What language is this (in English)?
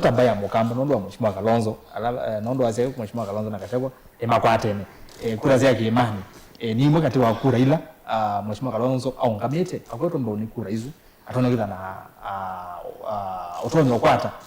Kamba